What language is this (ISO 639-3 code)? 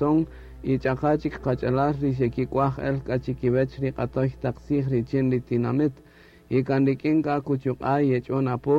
cak